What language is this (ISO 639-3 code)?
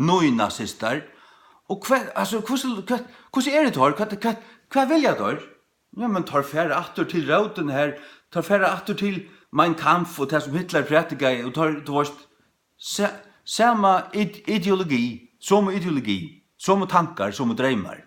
fao